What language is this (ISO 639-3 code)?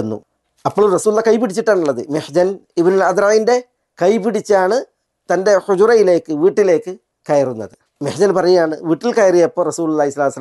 mal